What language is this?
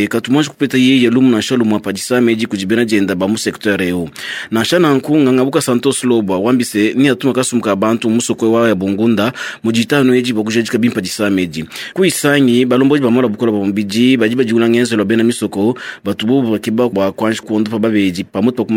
Luba-Lulua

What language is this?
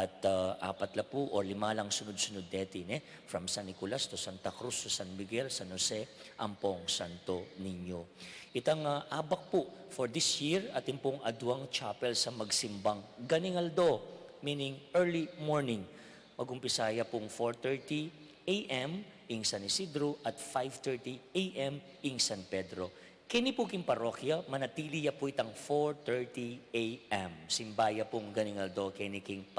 Pampanga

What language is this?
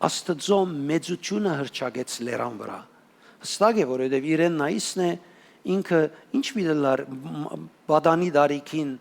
Western Armenian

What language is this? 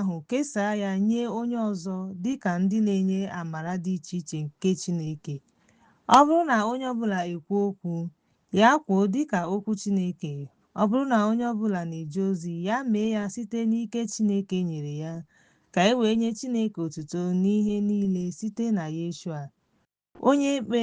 Igbo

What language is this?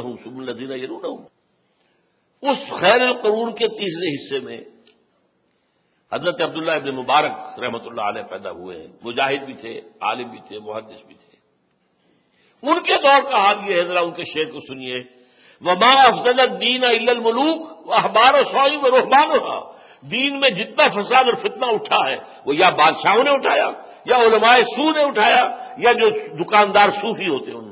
Urdu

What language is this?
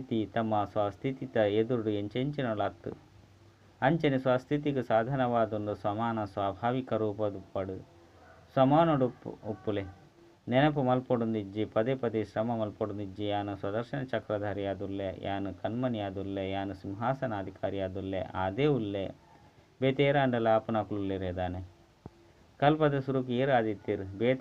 Tulu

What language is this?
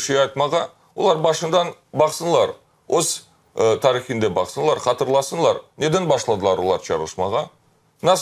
Crimean Tatar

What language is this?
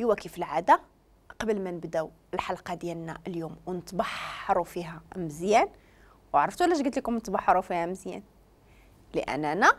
Moroccan Arabic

